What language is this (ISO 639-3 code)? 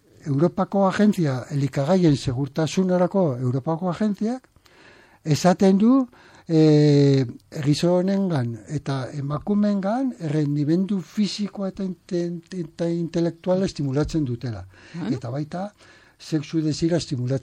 eus